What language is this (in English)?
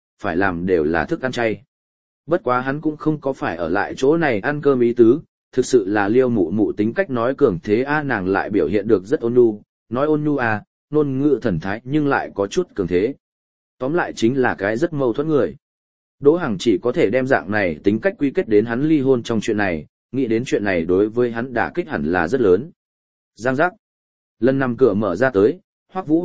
Vietnamese